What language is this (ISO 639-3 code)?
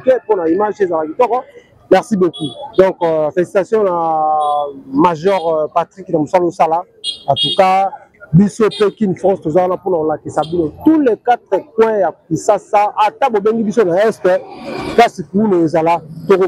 lin